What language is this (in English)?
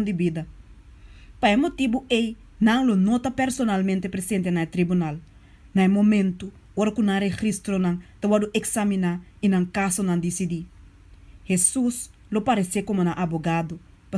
Papiamento